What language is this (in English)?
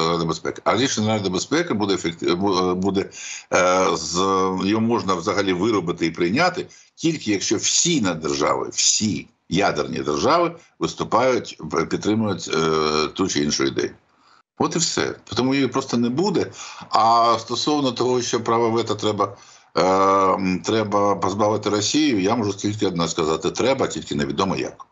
Ukrainian